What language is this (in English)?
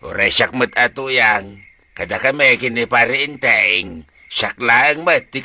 Iloko